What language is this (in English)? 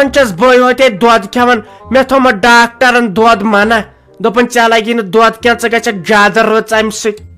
Kashmiri